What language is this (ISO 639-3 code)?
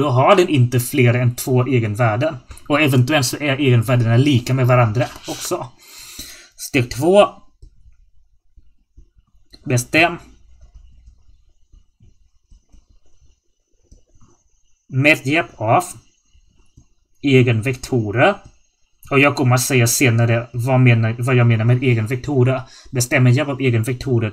swe